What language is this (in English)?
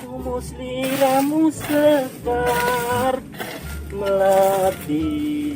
Betawi